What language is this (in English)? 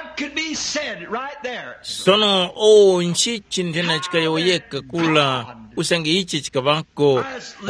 Tumbuka